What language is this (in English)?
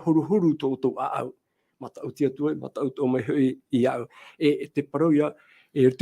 Tahitian